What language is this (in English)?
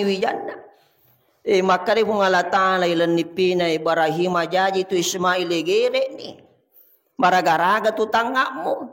Buginese